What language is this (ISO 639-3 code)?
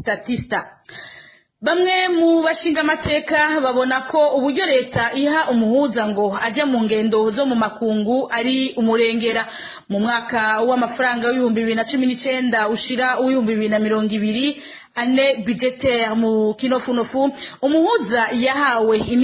run